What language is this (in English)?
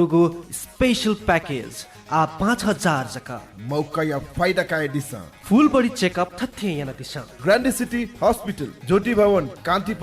Newari